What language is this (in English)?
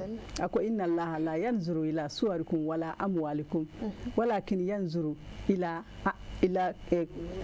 Bambara